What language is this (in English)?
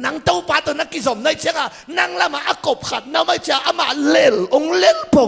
Tedim Chin